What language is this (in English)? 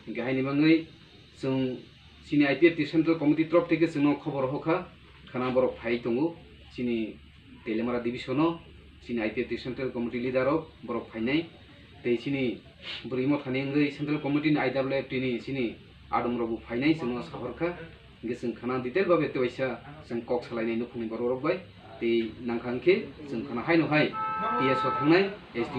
Kok Borok